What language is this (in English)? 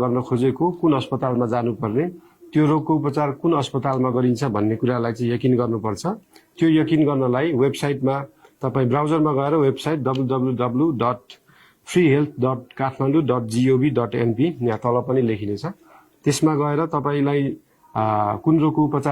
Nepali